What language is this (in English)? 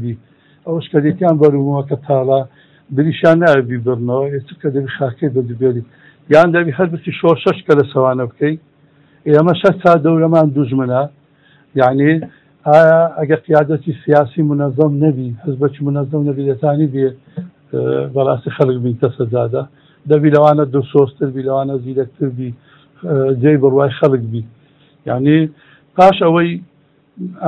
Central Kurdish